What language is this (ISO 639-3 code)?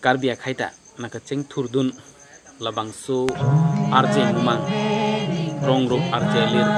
mjw